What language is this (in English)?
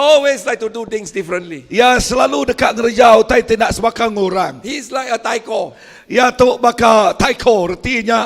Iban